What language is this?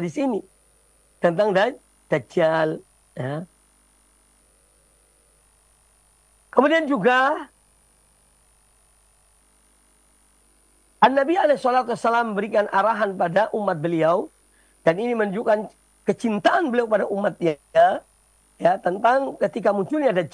Indonesian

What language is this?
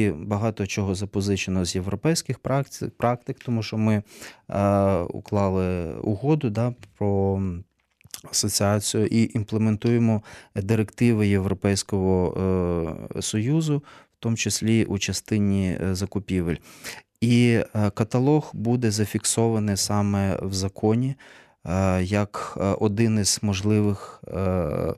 Ukrainian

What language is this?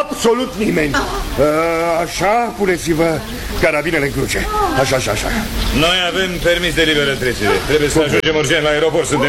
Romanian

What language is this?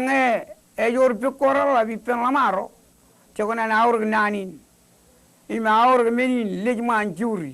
Marshallese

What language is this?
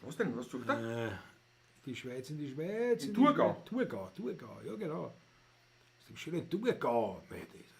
Bavarian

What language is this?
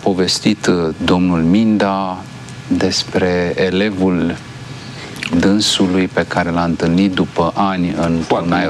Romanian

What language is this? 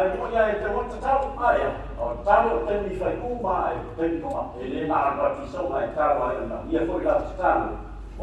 Samoan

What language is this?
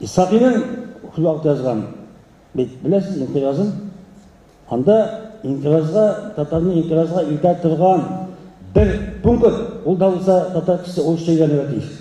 Tatar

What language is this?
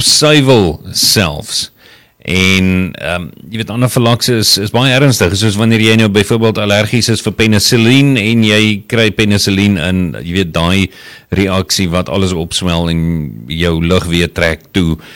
Afrikaans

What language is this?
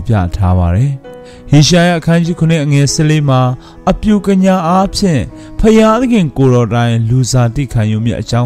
Burmese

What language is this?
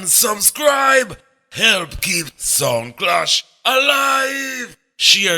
Jamaican Creole English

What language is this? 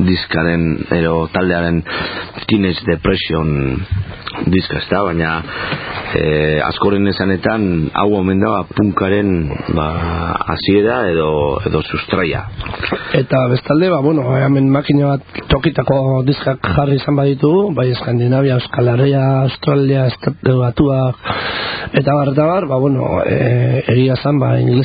Basque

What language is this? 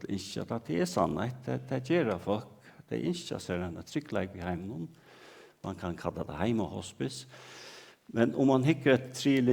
Faroese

